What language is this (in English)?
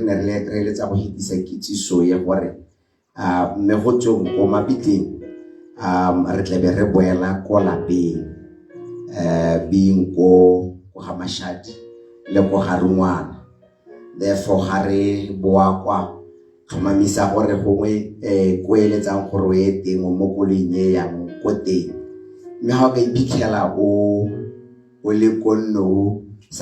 Tswana